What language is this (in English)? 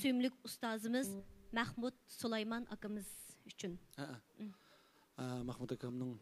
Uyghur